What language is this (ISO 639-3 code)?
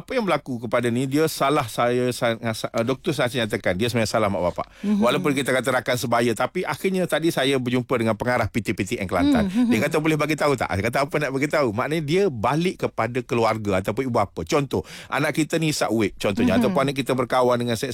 msa